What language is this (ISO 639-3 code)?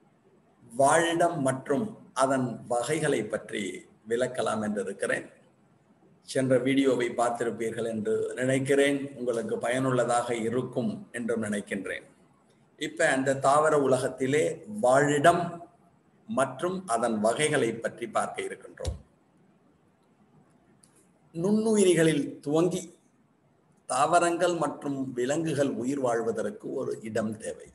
tam